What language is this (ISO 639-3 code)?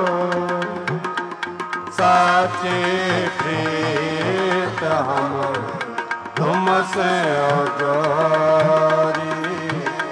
pan